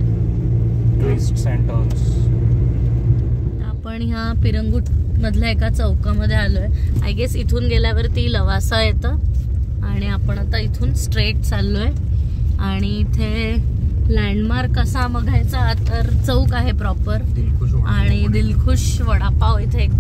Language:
Marathi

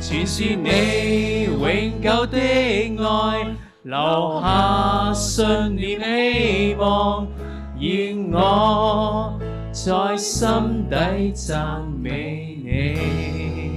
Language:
Cantonese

